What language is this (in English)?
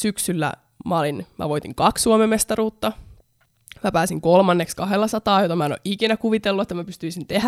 Finnish